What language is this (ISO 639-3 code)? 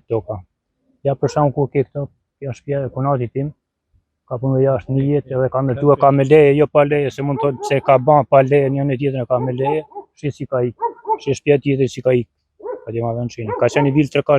sqi